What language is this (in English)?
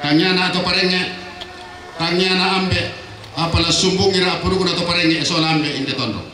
Toraja-Sa'dan